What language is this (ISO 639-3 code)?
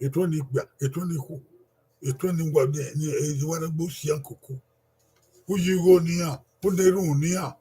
bin